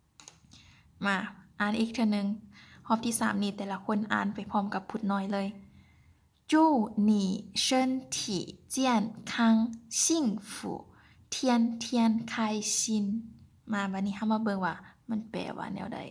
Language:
Lao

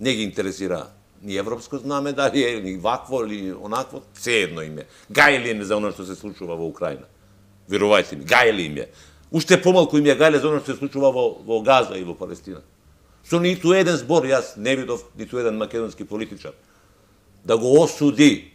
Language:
Macedonian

